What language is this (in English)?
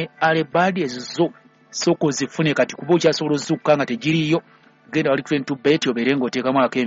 Ganda